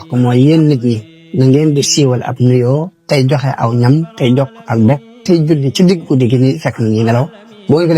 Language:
Wolof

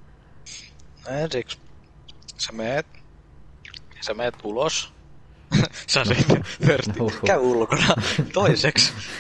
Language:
Finnish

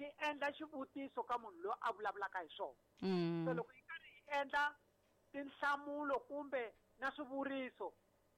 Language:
Tsonga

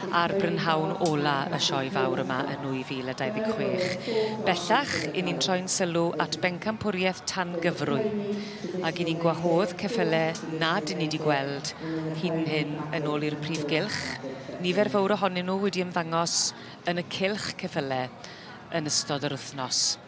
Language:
Welsh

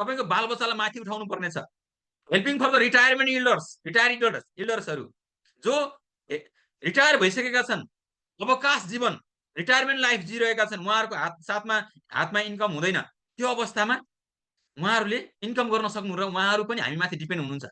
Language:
Nepali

